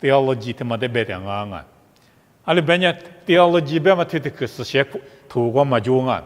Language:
Lisu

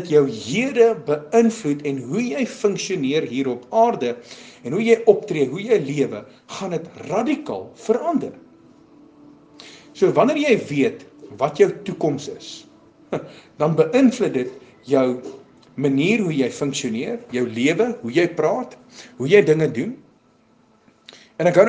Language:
Afrikaans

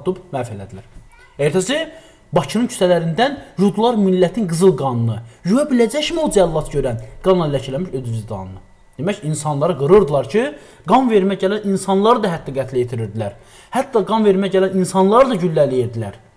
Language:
Azerbaijani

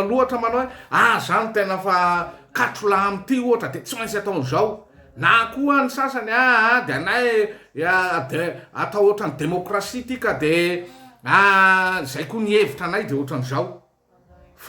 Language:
Malagasy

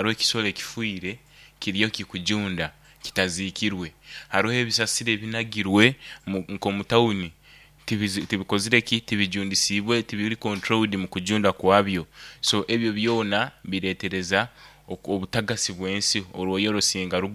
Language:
Nyoro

